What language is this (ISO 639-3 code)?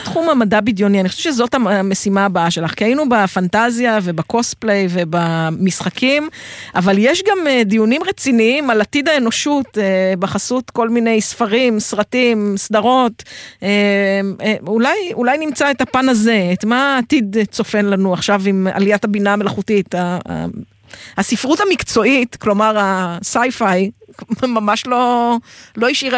heb